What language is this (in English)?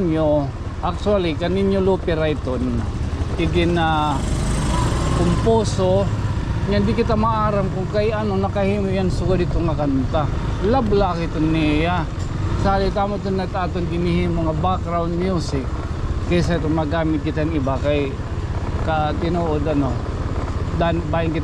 Waray